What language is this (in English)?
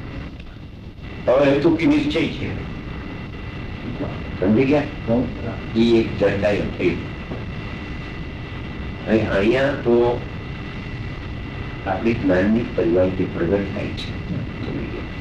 Gujarati